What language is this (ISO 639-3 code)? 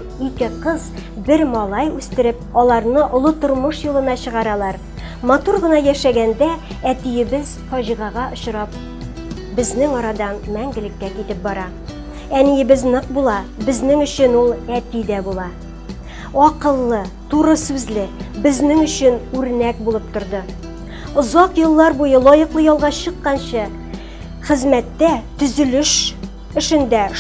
tat